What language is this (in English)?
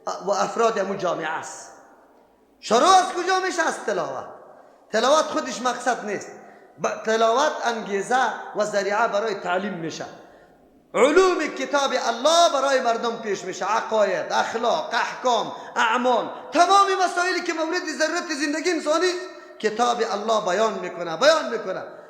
Persian